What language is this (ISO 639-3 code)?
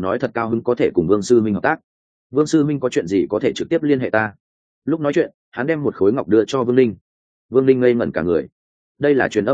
vie